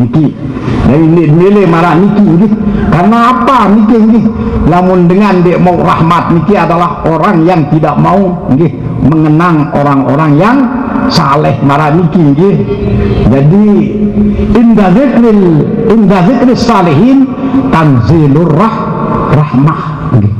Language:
Sasak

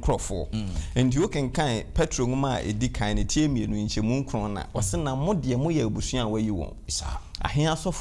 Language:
Akan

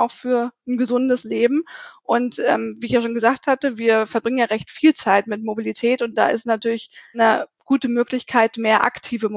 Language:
German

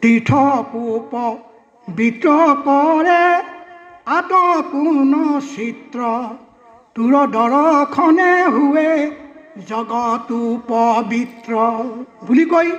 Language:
Assamese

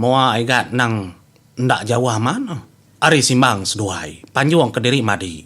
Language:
Iban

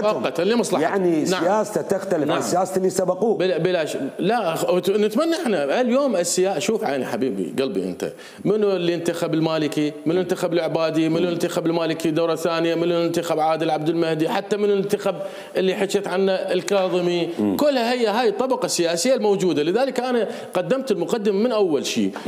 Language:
Mesopotamian Arabic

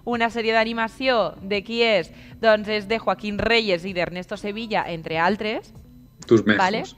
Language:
Catalan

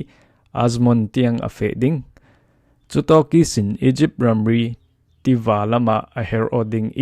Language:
Falam Chin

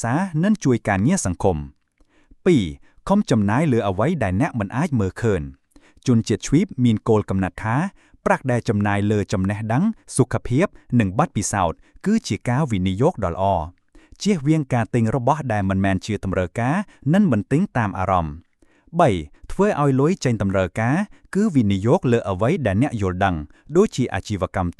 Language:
Khmer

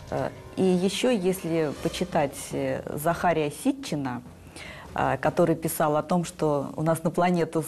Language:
Russian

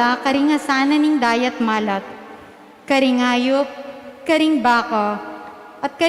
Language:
Pampanga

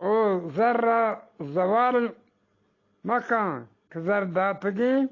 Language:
Eastern Balochi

